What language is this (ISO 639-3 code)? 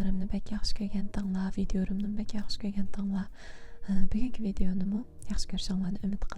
uig